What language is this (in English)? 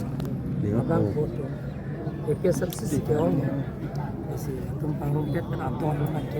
Karbi